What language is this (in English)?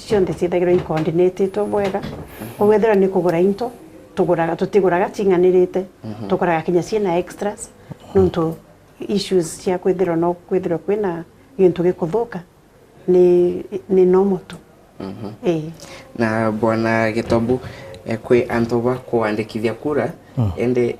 Meru